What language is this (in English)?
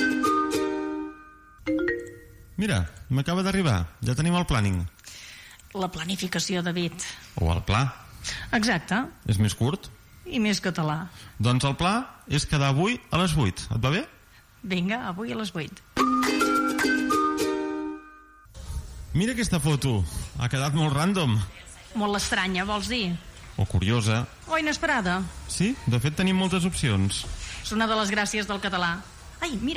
Catalan